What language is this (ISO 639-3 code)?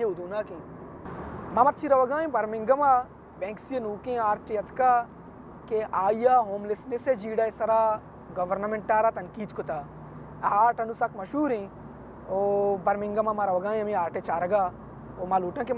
bal